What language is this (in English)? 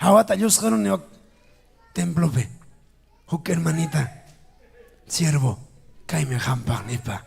Ayacucho Quechua